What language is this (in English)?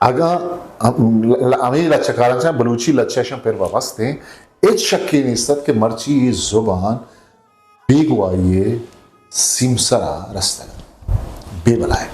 Eastern Balochi